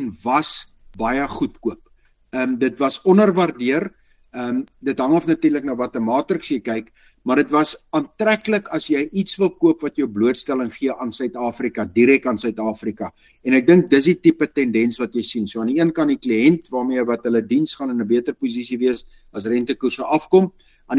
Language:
Afrikaans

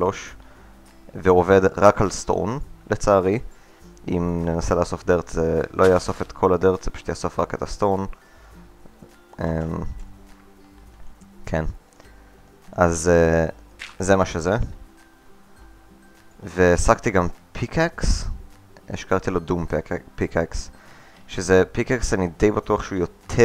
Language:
Hebrew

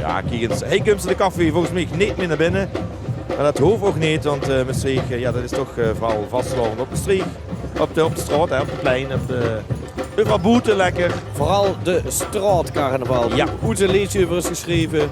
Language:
Limburgish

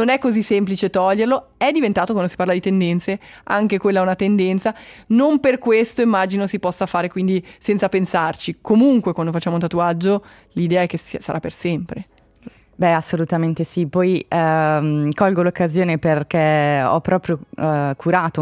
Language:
Italian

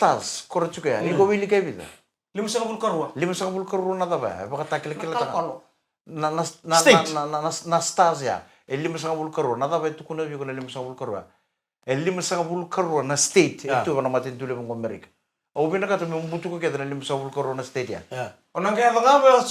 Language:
Fijian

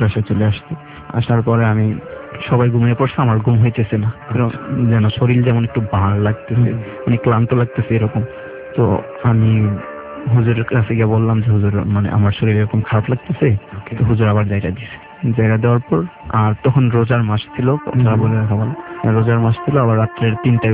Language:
Bangla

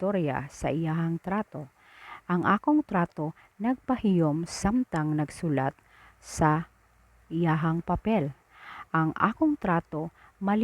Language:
Cebuano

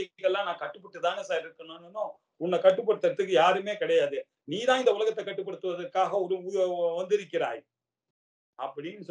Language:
Tamil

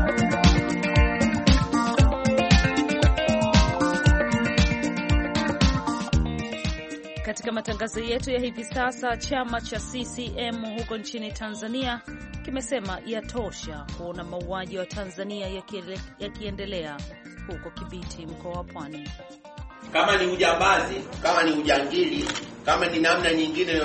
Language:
Swahili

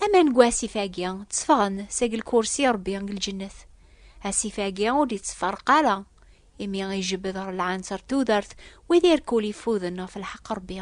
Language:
Kabyle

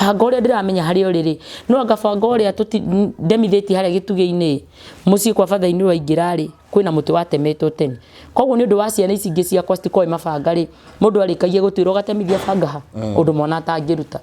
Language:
Kikuyu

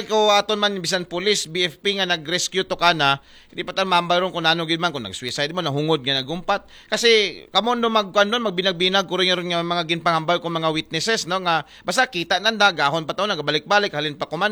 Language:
Aklanon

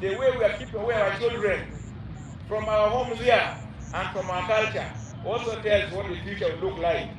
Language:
Acoli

